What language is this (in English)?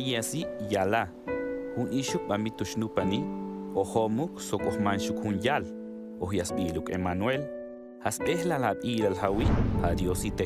Tojolabal